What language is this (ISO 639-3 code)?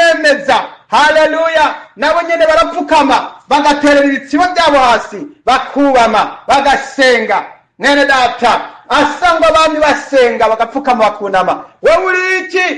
run